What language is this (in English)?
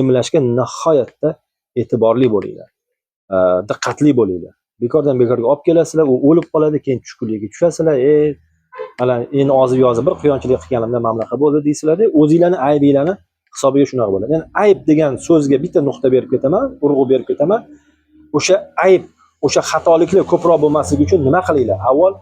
Uzbek